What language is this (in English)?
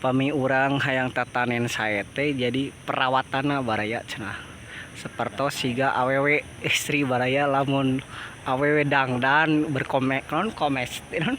Sundanese